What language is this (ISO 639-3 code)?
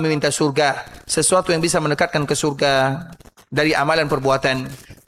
ind